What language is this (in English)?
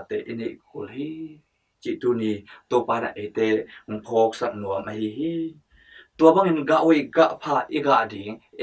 Tedim Chin